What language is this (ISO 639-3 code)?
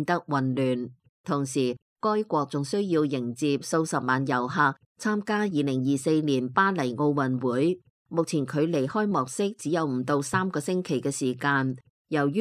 yue